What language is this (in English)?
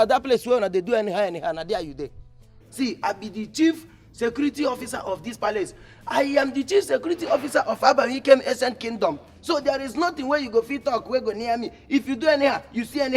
Nigerian Pidgin